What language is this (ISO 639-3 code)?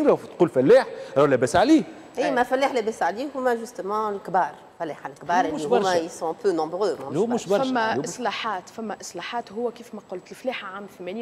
aeb